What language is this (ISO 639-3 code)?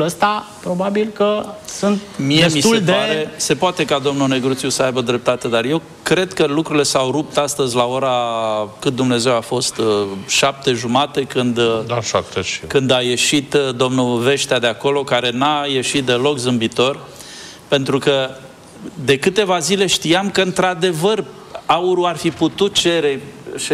ron